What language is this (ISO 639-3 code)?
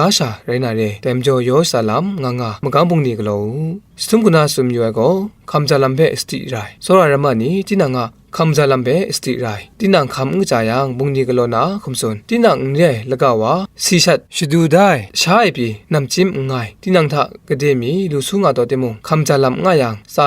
kac